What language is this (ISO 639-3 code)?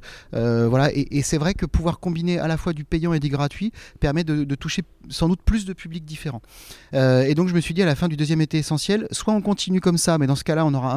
fra